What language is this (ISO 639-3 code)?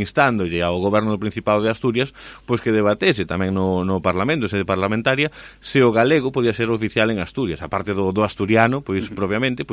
glg